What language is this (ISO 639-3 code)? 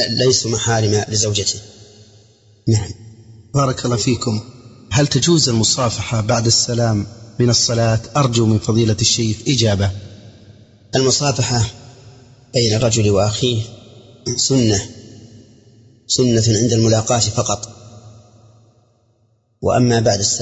ara